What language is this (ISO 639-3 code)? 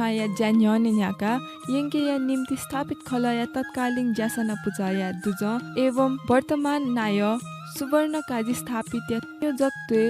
new